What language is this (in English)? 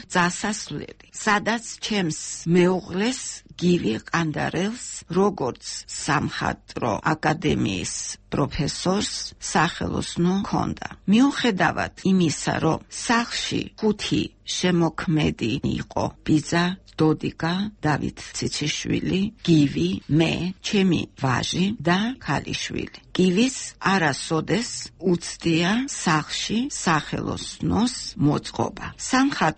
Georgian